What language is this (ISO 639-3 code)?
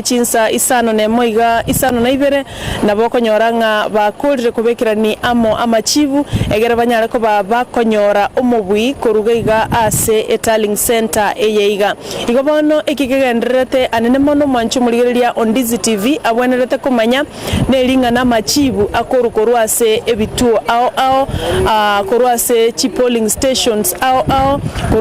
guz